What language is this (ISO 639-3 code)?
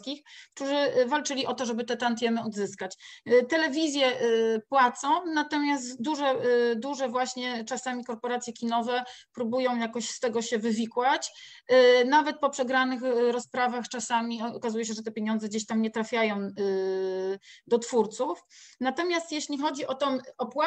pol